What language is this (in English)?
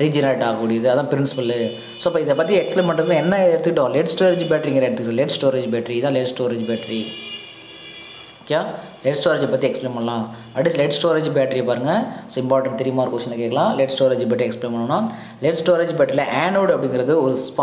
Tamil